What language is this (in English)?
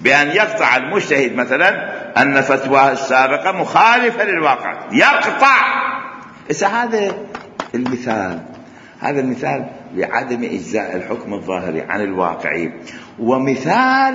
Mesopotamian Arabic